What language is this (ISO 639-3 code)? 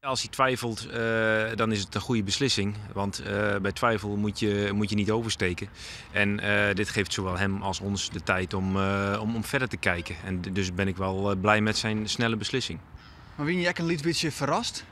fry